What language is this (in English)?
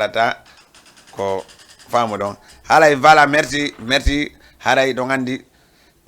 Fula